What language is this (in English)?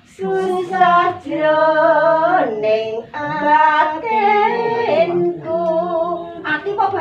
Javanese